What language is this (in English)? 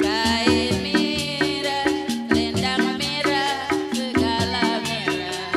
Betawi